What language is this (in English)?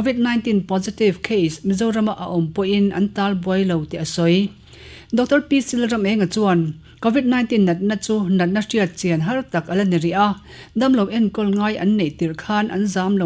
Mizo